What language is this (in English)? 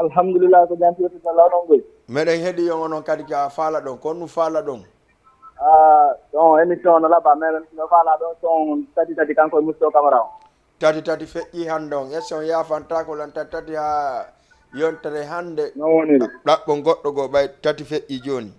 Fula